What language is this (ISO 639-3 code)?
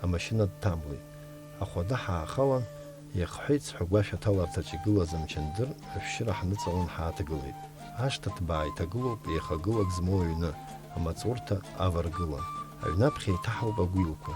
abk